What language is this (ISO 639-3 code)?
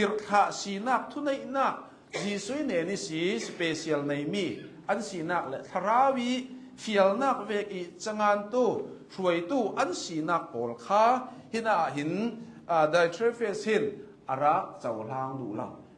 cnh